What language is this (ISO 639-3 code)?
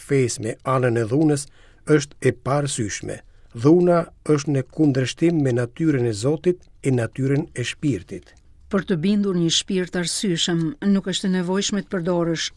sqi